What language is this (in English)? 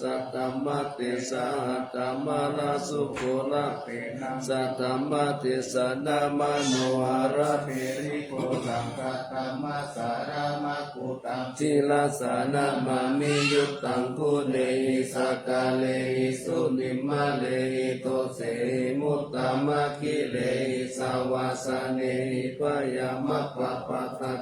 Pali